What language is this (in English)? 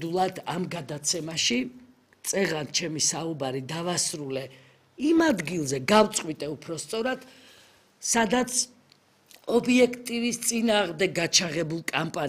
Georgian